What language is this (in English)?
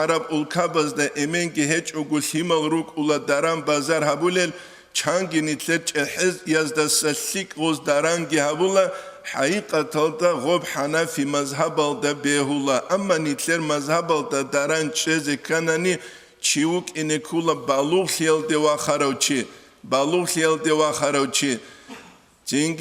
Avaric